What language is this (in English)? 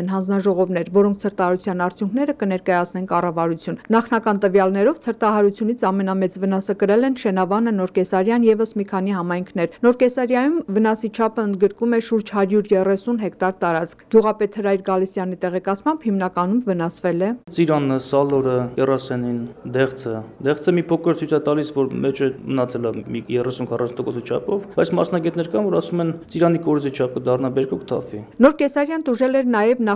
Armenian